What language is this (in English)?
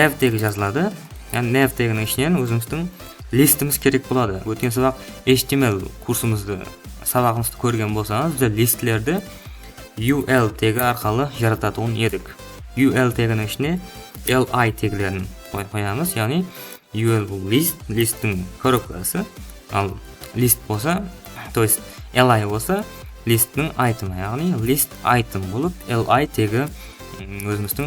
Kara-Kalpak